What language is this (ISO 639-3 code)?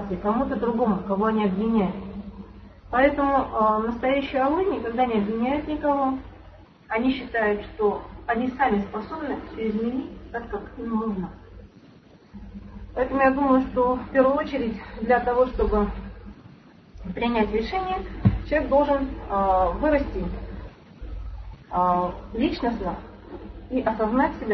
rus